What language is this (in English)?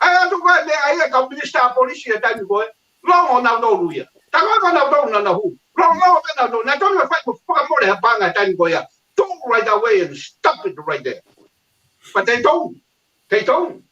Tongan